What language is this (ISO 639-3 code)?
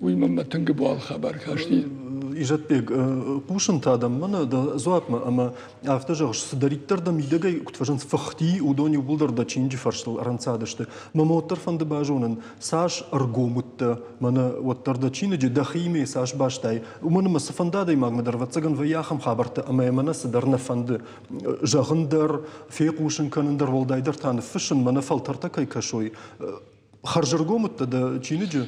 oss